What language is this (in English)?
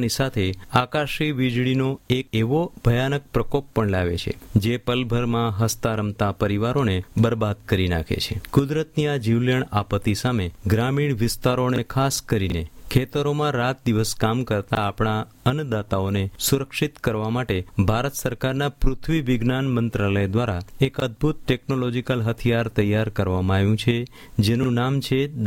Gujarati